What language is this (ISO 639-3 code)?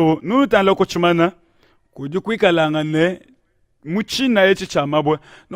lua